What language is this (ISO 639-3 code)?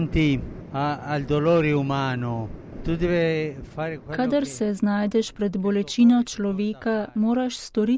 slv